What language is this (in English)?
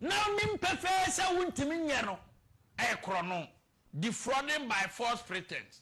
Akan